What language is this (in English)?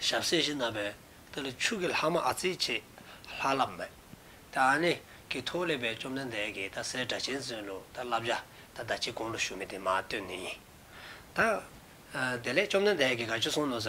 Dzongkha